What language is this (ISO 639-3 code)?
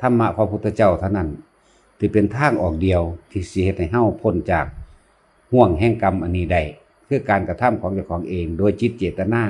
lao